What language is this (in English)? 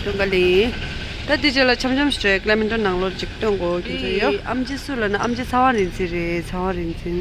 Tibetan